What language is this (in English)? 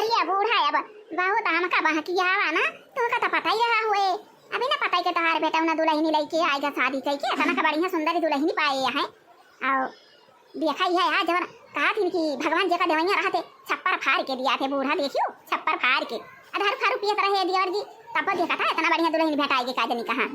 Awadhi